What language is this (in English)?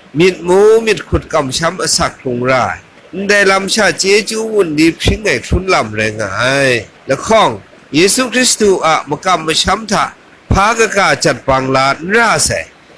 Kachin